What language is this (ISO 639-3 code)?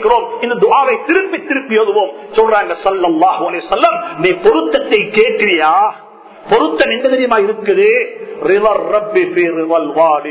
tam